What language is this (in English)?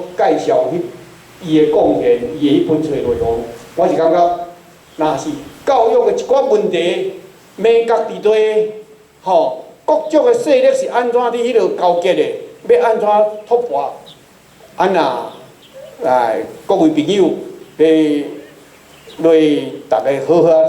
Min Nan Chinese